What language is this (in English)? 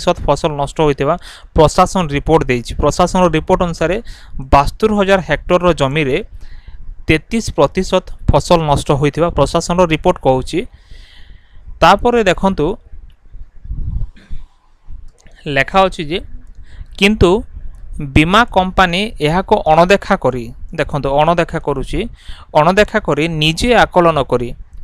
Odia